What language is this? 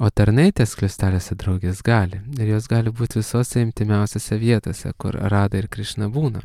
Lithuanian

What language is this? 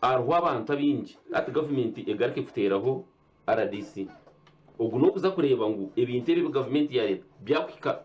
Nyankole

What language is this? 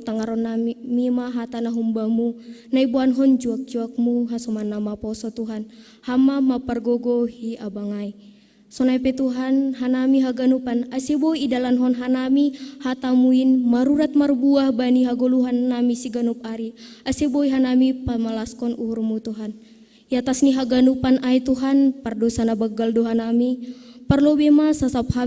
Batak Simalungun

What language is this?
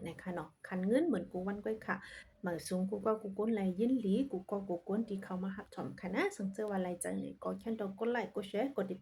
Shan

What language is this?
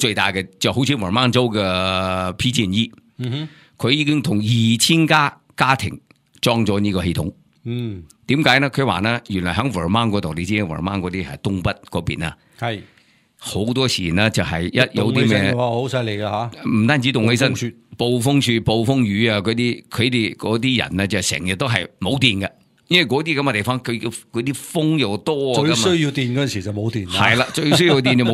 Cantonese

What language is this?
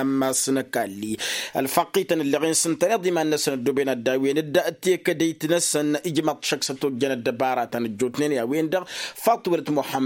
Tamasheq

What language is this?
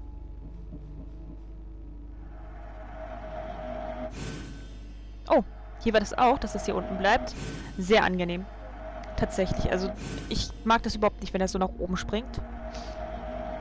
German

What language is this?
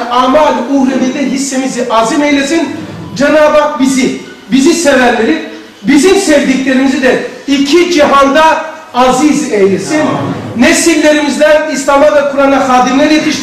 Turkish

